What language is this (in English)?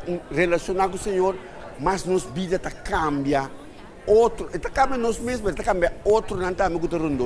Papiamento